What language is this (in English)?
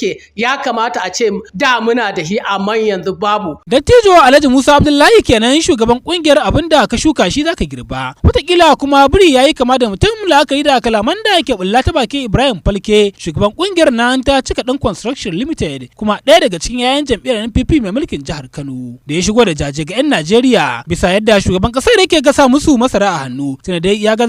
Hausa